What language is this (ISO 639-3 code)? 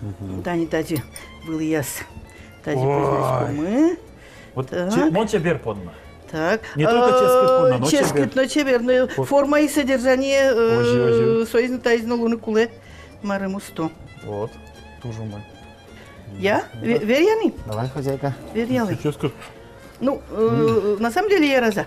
udm